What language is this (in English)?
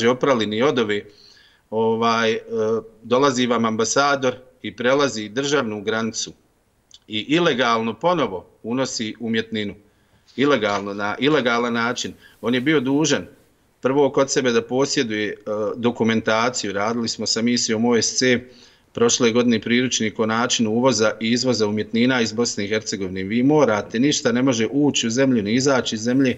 Bosnian